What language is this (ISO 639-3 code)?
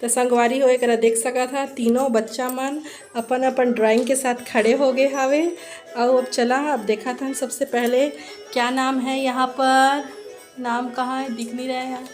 hne